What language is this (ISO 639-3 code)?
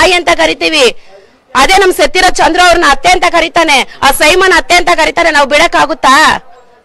kan